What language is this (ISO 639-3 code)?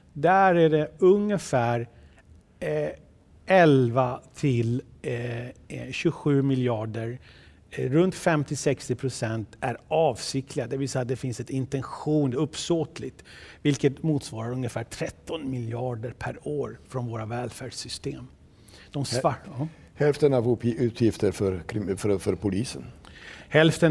swe